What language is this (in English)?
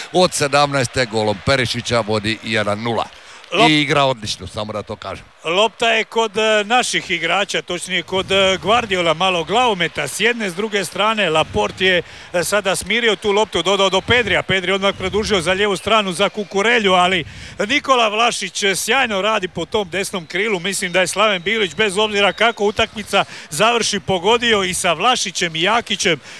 Croatian